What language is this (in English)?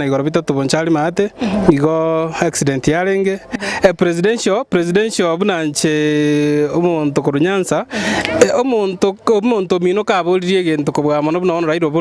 Gusii